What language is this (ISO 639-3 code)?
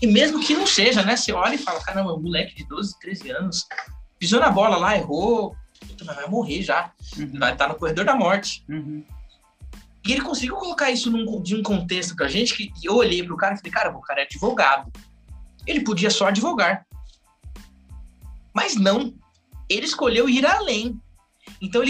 por